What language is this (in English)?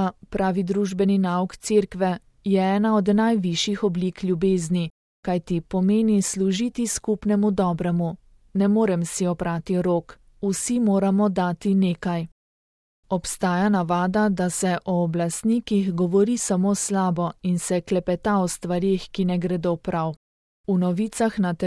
Slovenian